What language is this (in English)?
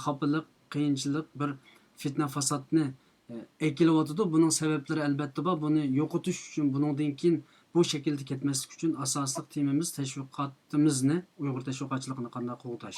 Uyghur